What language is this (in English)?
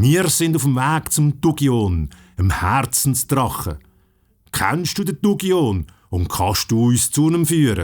Swiss German